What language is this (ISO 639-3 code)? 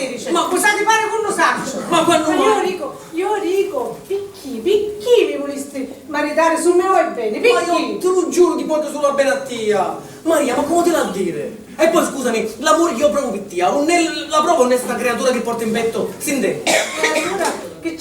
scn